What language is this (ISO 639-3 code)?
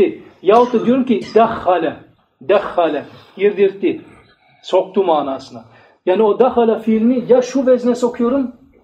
tur